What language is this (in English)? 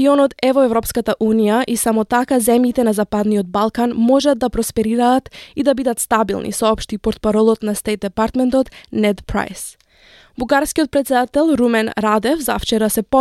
Macedonian